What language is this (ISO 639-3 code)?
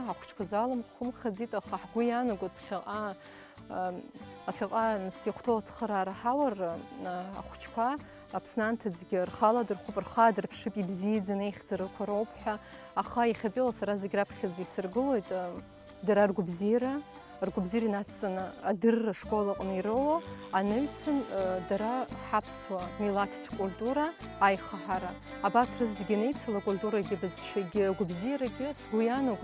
abk